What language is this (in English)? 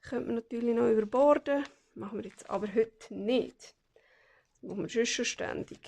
Swiss German